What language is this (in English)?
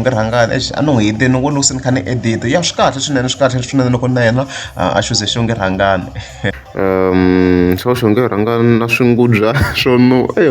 Tsonga